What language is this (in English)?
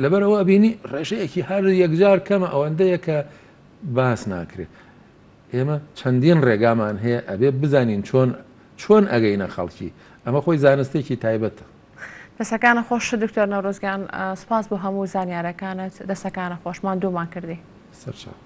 Central Kurdish